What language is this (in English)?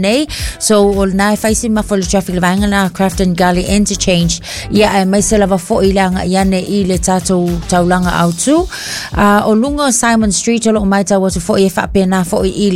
Samoan